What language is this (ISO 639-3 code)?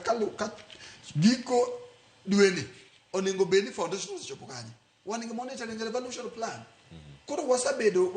luo